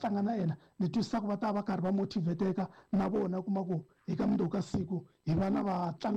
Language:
Tsonga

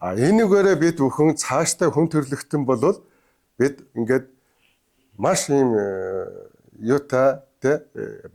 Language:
Mongolian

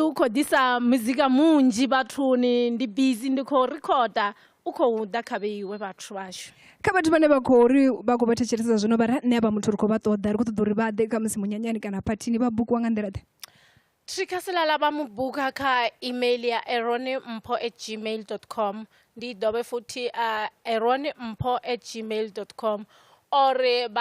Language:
Venda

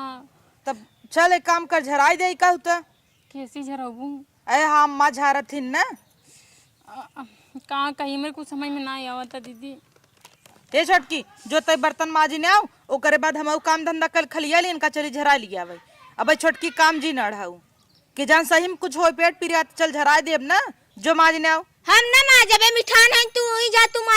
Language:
Awadhi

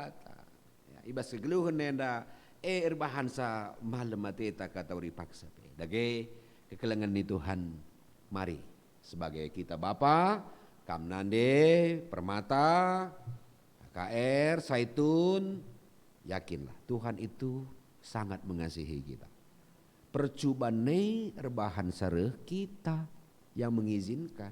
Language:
Batak Karo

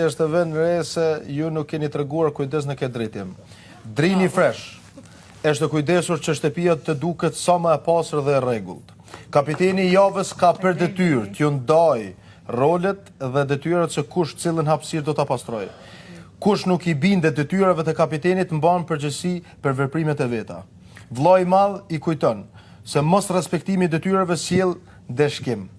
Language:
Albanian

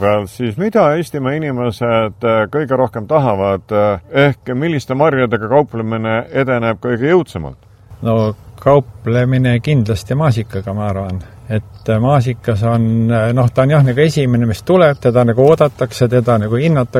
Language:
Estonian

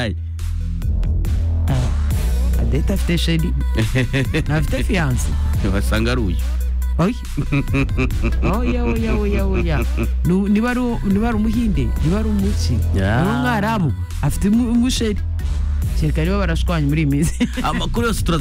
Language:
Kinyarwanda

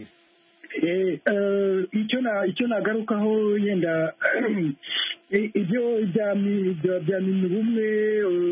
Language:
Kinyarwanda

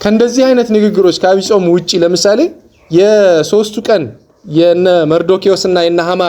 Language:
Amharic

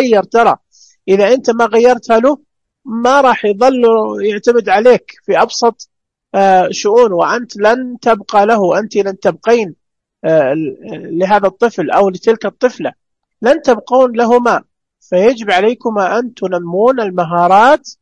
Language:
Najdi Arabic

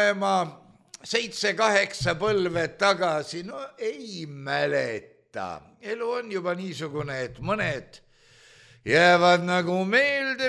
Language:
Estonian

